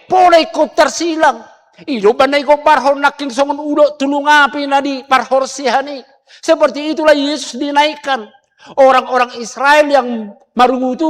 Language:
Batak Toba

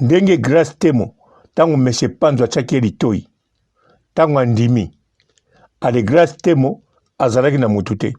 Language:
Lingala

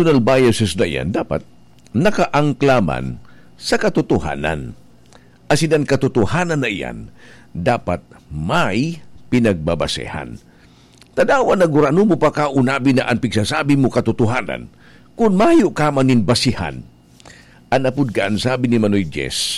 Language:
Bikol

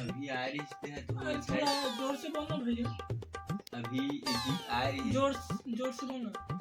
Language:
Chhattisgarhi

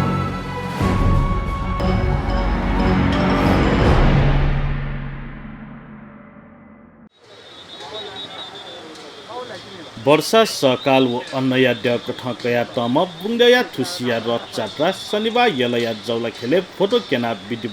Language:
Newari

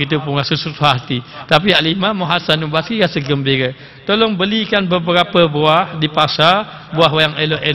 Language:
Malay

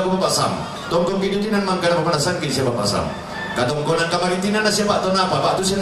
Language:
Toraja-Sa'dan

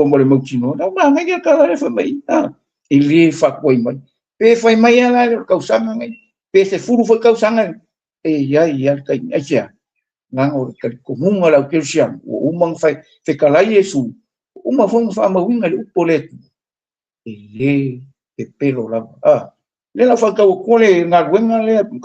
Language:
Samoan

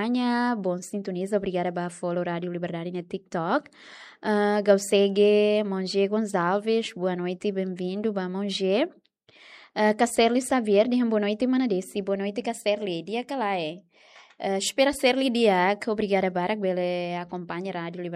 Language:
Tetum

